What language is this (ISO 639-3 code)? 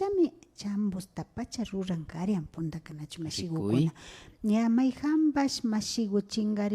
qvi